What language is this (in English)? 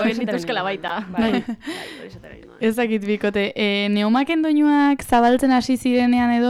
Basque